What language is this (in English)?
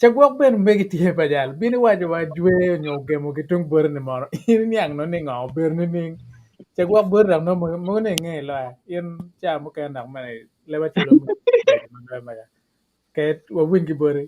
Acoli